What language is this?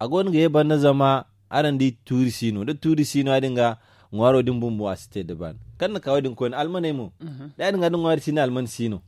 Zarma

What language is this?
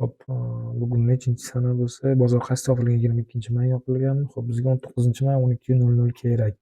Uzbek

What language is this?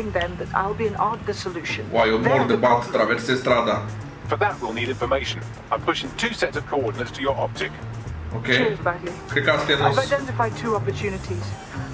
Romanian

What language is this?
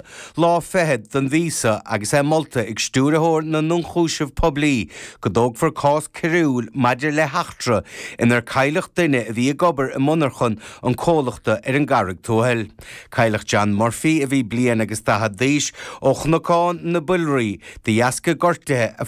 Irish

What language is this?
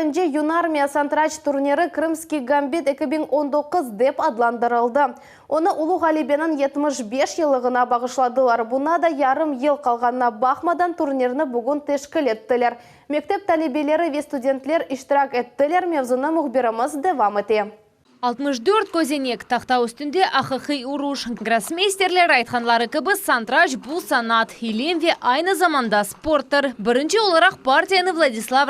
Crimean Tatar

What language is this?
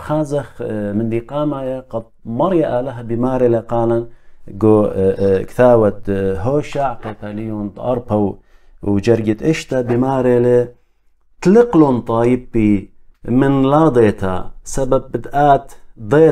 Assyrian Neo-Aramaic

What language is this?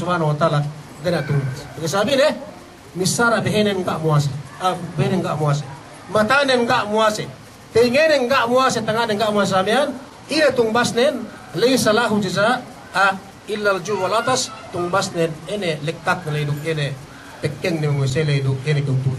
Yakan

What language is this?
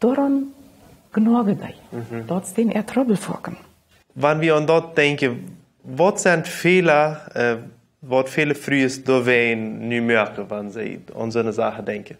Plautdietsch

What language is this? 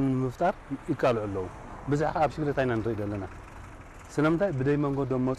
Tigrinya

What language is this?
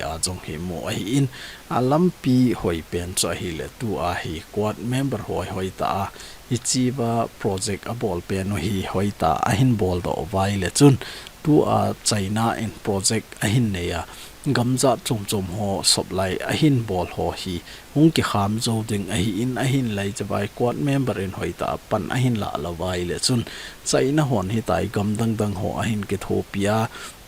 Thado Chin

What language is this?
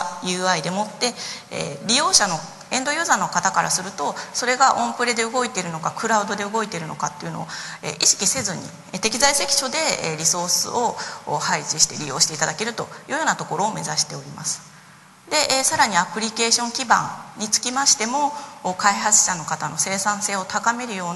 Japanese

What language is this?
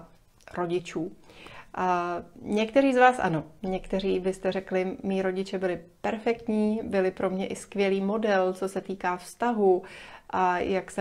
Czech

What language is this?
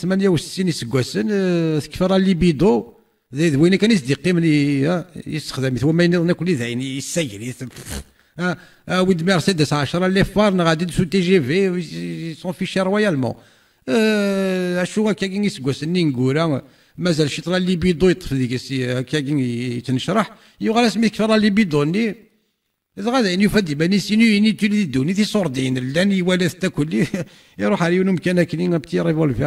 Kabyle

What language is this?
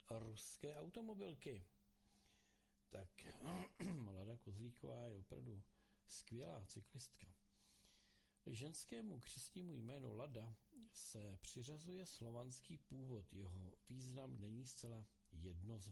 Czech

